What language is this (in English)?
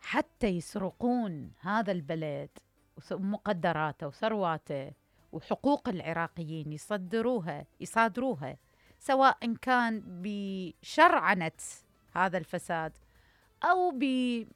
Mesopotamian Arabic